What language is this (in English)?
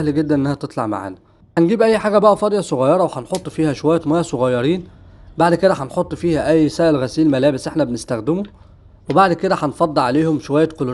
Egyptian Arabic